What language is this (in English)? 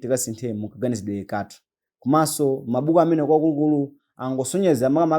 Nyanja